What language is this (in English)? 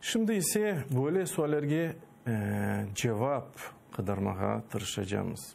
Crimean Tatar